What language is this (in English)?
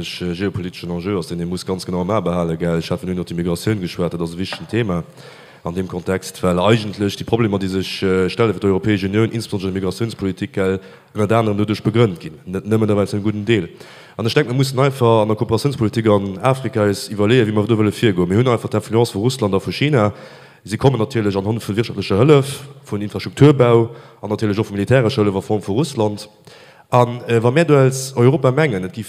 Luxembourgish